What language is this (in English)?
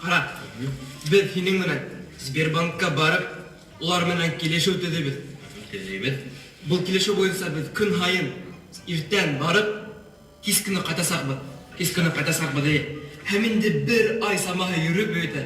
Bashkir